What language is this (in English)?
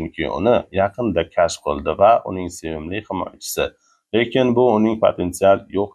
Uzbek